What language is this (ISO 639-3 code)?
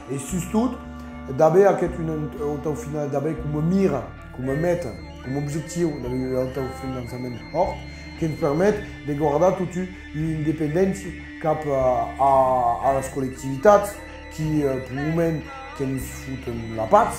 oci